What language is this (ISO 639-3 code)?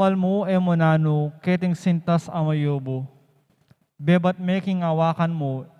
pam